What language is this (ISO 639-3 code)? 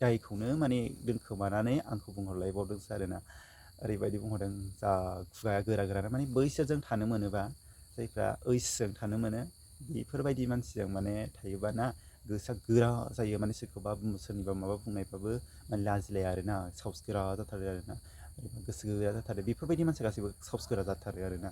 brx